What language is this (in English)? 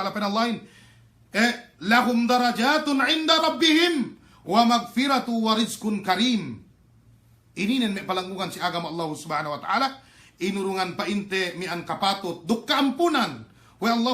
Yakan